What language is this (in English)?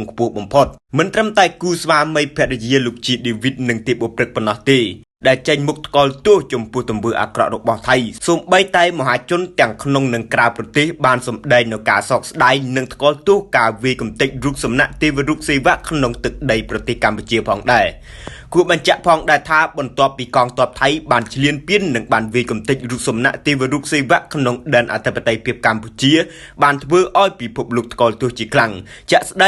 Khmer